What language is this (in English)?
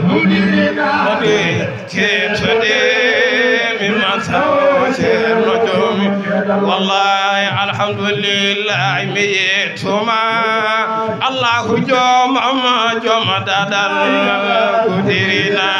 Fula